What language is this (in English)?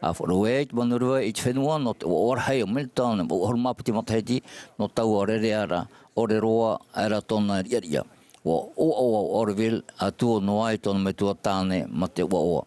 Tahitian